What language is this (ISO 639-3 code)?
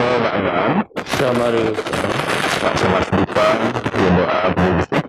bth